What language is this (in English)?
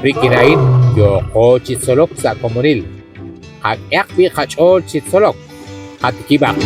Kekchí